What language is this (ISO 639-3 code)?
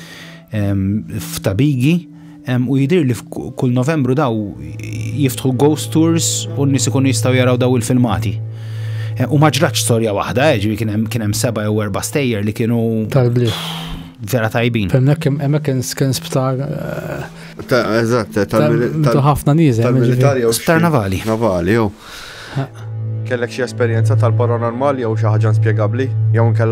mlt